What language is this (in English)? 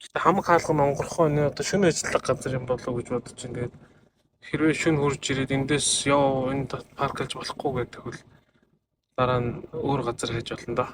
Mongolian